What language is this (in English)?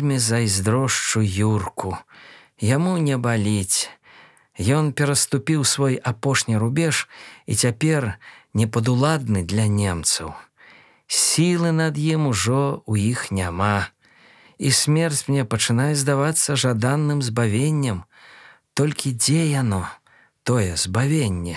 Belarusian